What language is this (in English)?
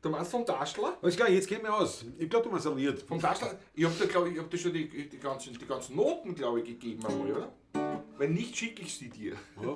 Bavarian